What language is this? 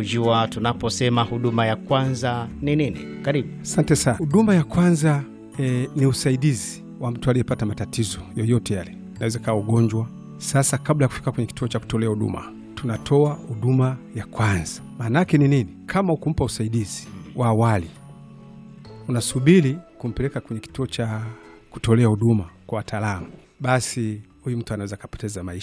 Swahili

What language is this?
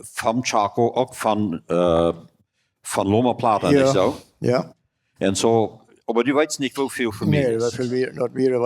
Plautdietsch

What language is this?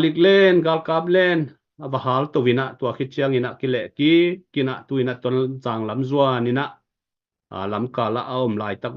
Tedim Chin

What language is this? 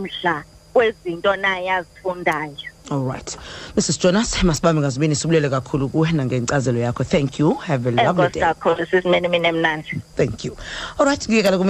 Xhosa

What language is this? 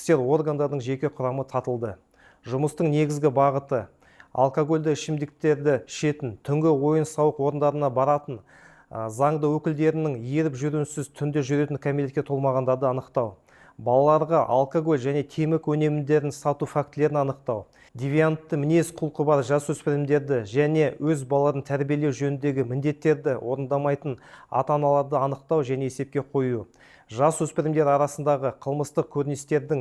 Kazakh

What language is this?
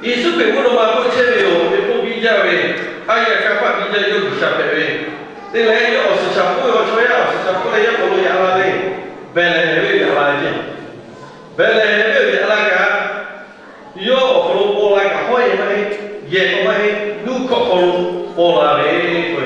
Lahu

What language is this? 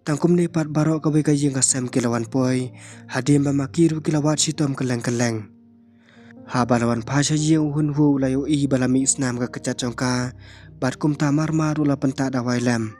Khasi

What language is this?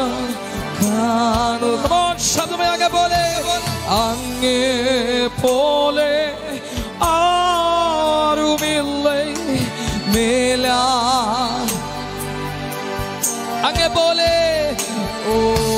Malayalam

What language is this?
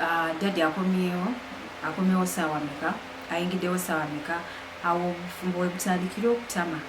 Ganda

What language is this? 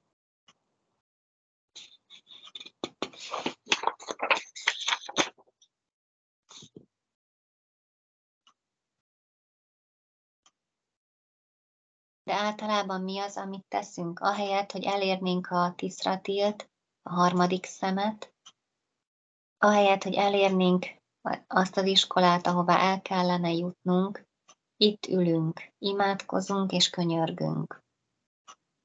Hungarian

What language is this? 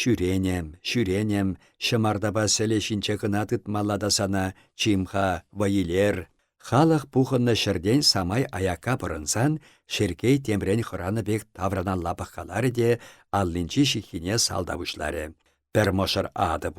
Chuvash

